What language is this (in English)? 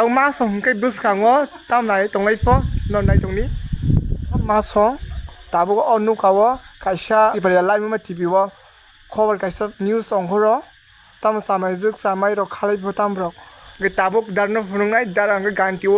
Kok Borok